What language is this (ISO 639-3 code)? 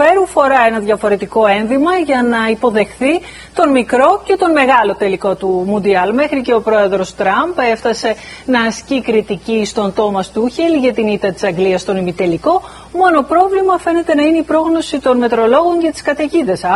ell